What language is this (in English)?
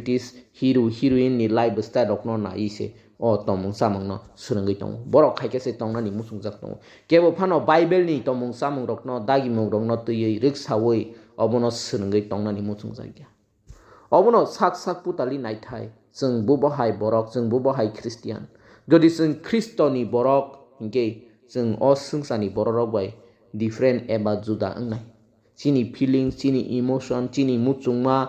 Kok Borok